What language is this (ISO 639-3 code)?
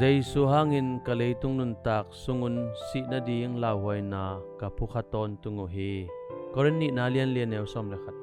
ctd